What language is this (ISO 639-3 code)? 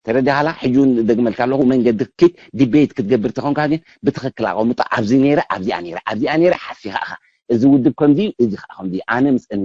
tir